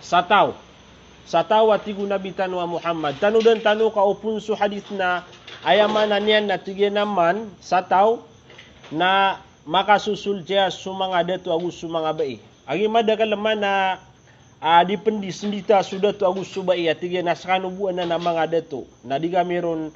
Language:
Maranao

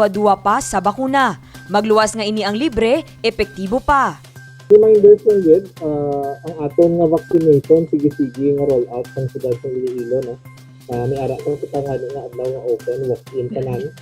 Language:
Hiligaynon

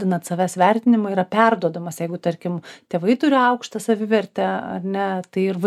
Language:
Lithuanian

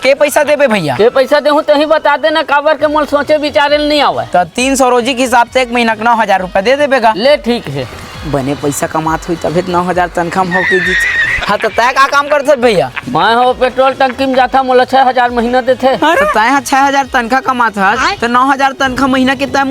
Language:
Chhattisgarhi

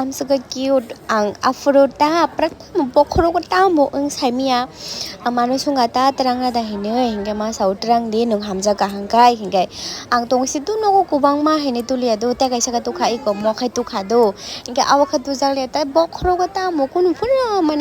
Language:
Kok Borok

